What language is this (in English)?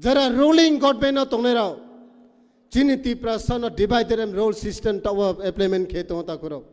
Kok Borok